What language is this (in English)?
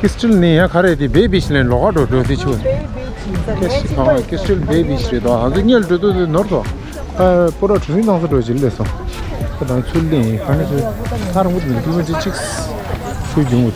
Tibetan